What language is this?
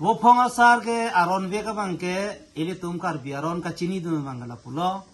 Karbi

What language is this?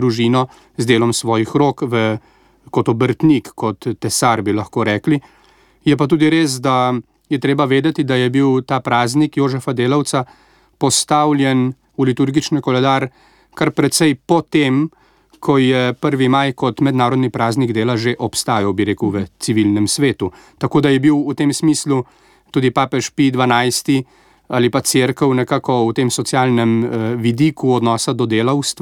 Slovenian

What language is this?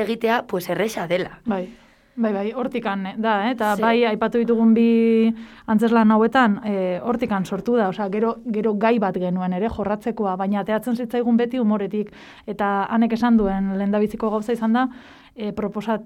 Basque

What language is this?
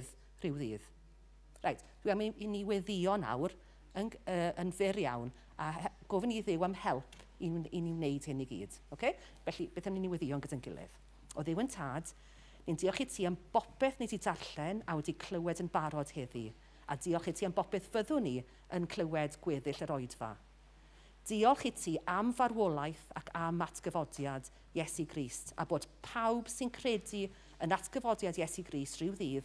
Welsh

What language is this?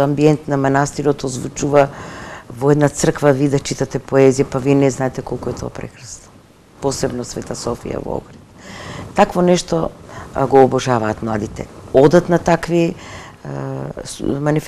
Macedonian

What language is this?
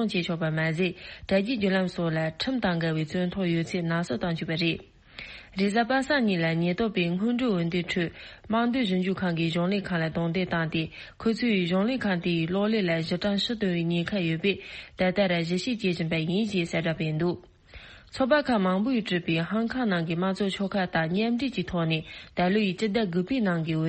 Tibetan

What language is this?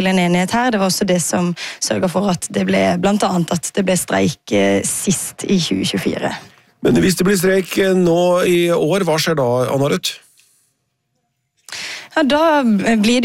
Norwegian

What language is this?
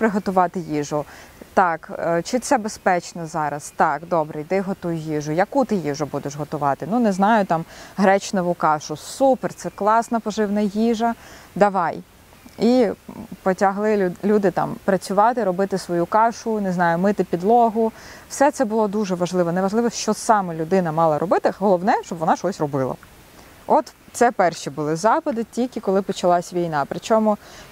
Ukrainian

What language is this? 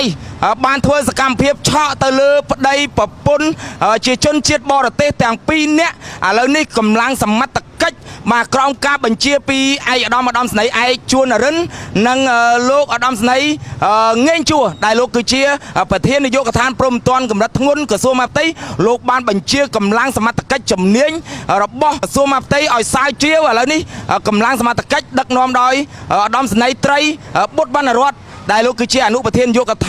Khmer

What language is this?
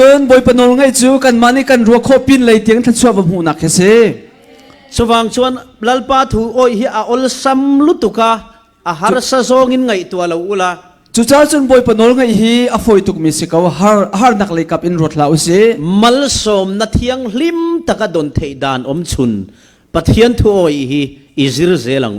Falam Chin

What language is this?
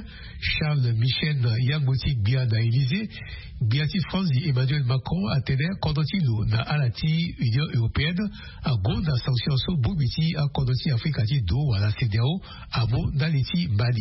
Sango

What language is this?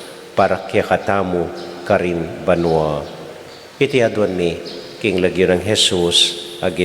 Pampanga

